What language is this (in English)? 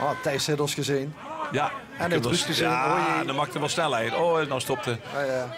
Limburgish